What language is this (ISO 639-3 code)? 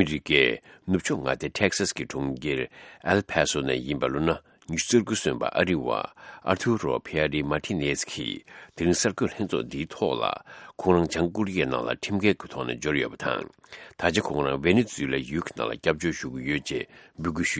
bod